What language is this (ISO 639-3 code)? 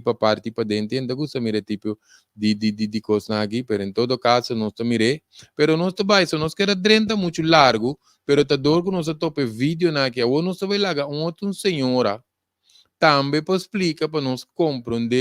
pap